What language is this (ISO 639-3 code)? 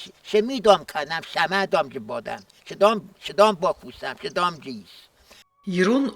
oss